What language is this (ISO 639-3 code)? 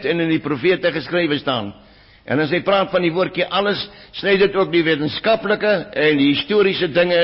afr